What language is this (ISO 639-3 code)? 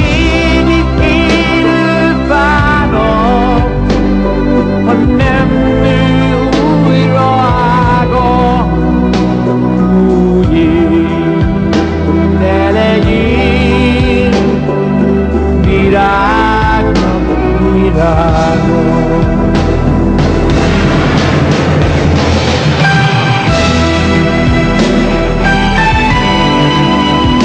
hun